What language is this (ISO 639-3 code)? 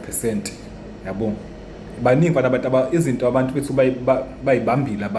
zul